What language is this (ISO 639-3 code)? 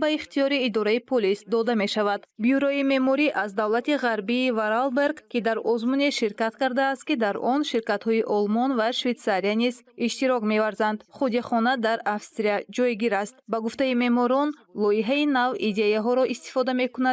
tgk